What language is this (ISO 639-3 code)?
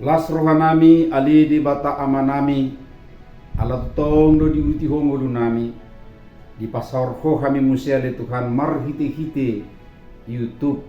bbc